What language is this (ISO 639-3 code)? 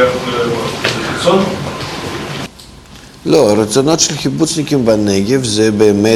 heb